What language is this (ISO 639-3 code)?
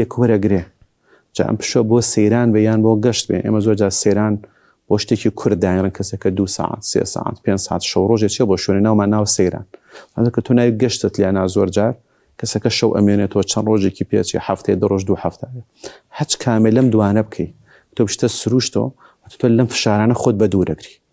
ckb